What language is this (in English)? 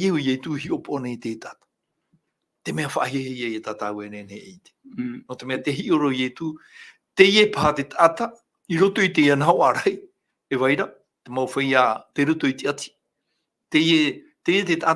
Tahitian